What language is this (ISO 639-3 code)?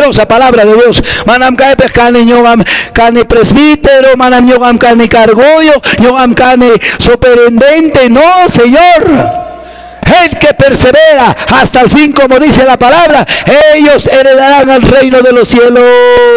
que